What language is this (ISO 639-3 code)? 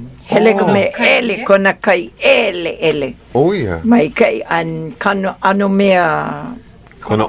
haw